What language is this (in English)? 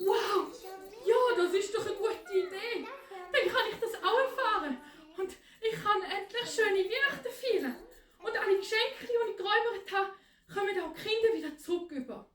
Swiss German